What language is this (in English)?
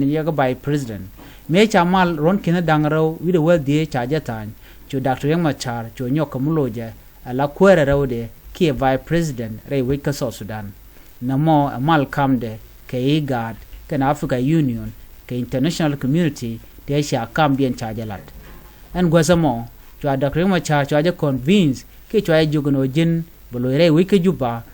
Nuer